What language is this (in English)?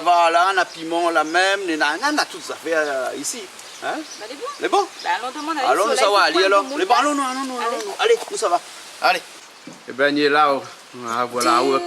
Réunion Creole French